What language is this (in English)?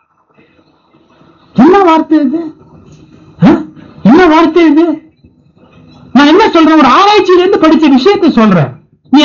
Tamil